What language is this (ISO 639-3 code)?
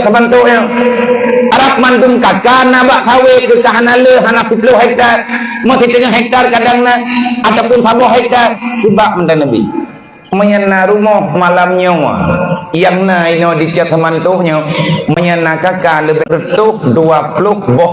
ace